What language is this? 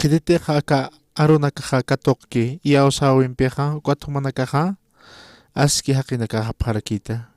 Aymara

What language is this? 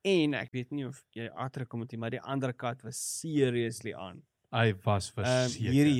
Afrikaans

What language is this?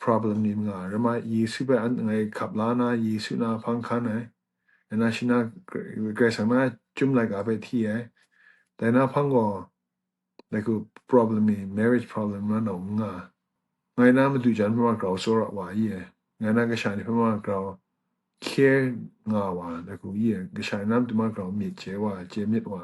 Kachin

